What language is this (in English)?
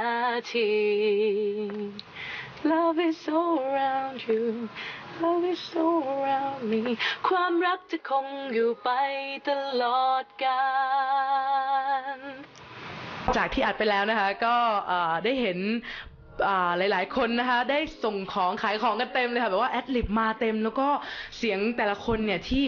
Thai